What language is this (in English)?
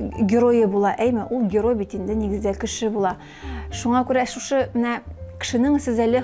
Tatar